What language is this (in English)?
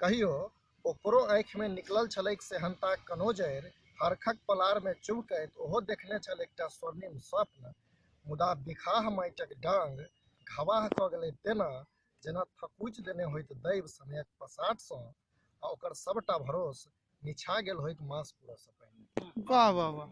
Maithili